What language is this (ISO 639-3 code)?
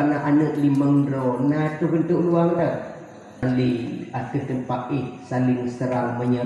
ace